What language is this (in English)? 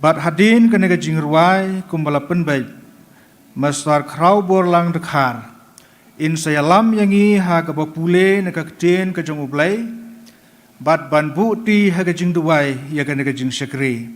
Khasi